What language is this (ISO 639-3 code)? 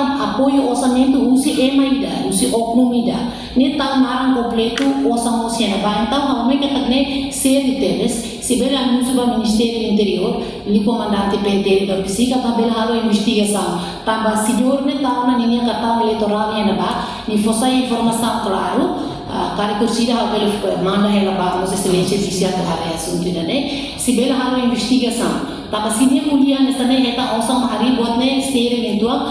tet